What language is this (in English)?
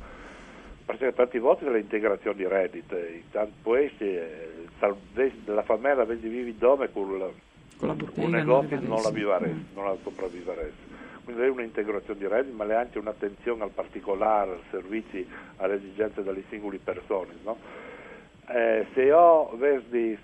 Friulian